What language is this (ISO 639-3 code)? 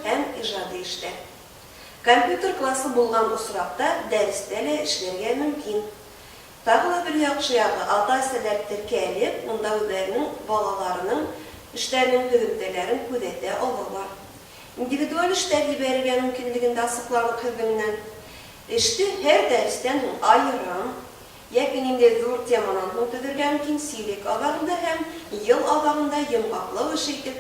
bak